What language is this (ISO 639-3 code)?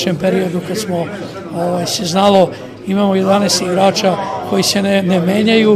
srp